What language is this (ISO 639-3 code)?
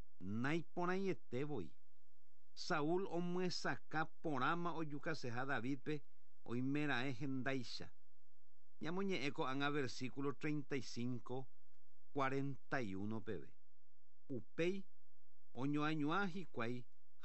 grn